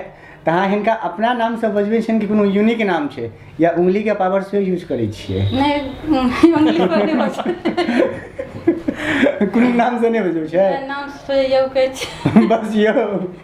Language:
Maithili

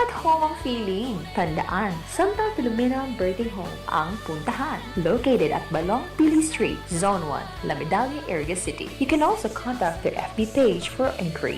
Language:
Bikol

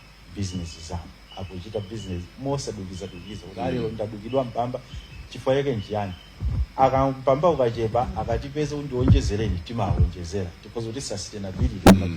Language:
Nyanja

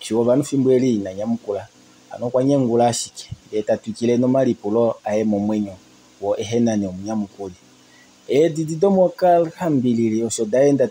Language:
Kuanyama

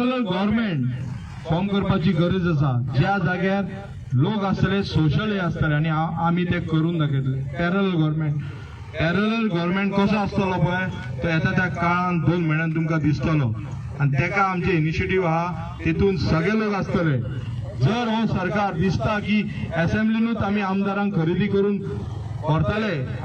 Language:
Konkani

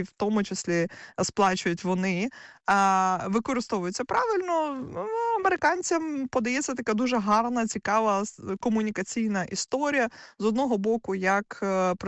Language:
Ukrainian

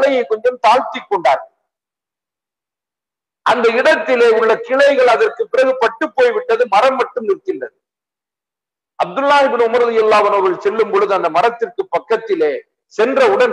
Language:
Tamil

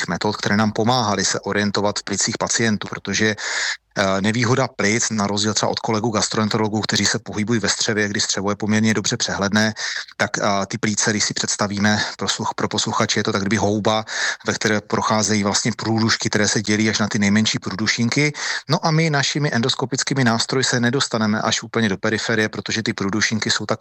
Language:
Czech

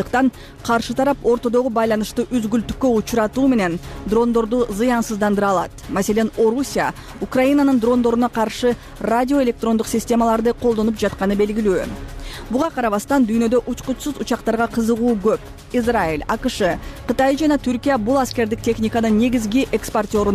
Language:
Kyrgyz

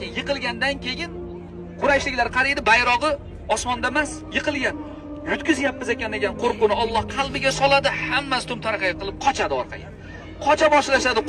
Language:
Uzbek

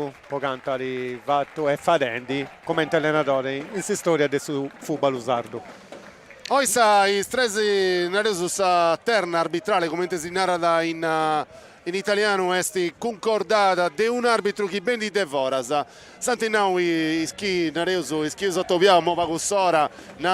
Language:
Sardinian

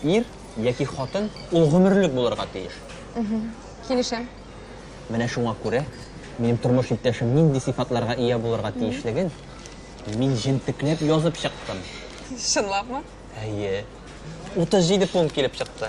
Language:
Tatar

